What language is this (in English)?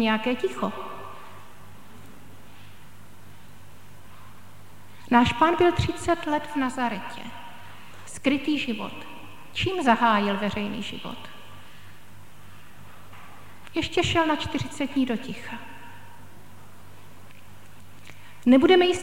Czech